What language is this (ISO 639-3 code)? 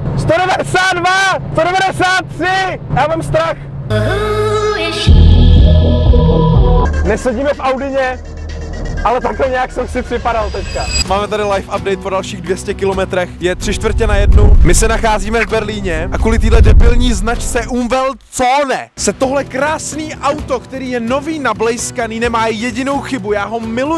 ces